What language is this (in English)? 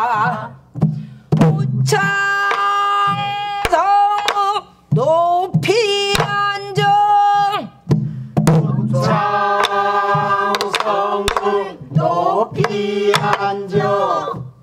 Korean